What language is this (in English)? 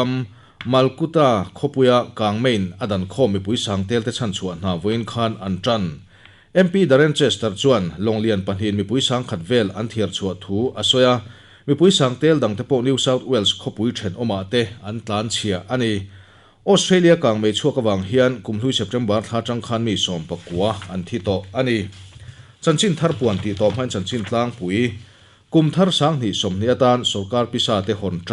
Mizo